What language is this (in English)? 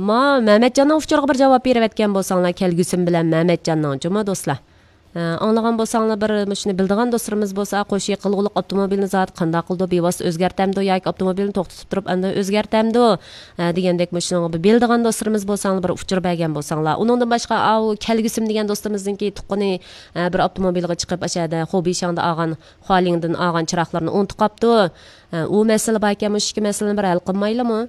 Uyghur